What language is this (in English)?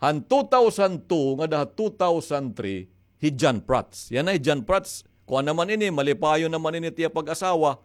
Waray